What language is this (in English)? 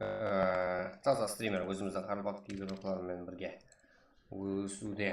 Kara-Kalpak